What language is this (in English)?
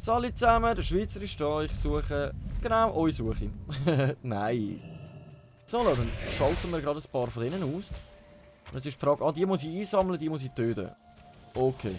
Swiss German